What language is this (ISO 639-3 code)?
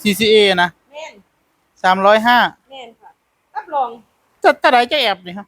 tts